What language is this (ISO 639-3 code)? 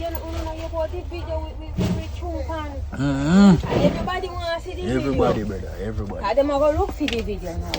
jam